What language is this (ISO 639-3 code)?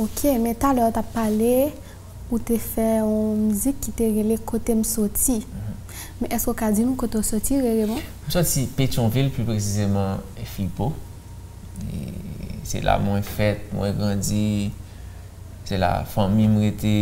hat